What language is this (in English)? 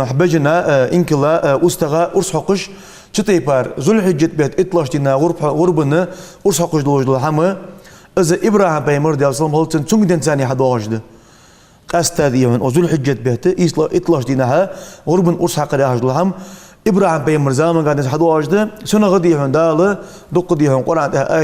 Ingush